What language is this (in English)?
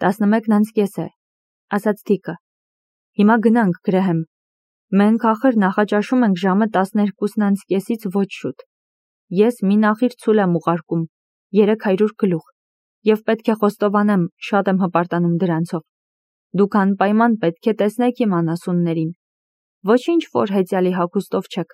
Armenian